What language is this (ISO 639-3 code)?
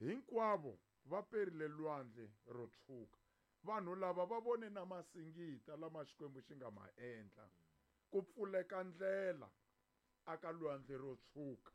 tso